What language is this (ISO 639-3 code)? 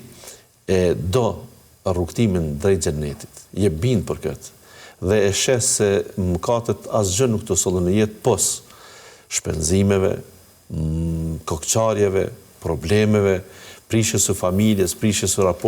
sqi